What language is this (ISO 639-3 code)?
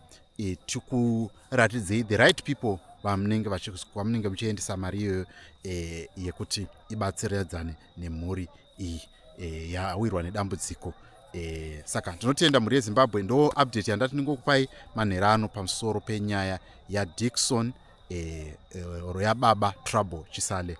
sna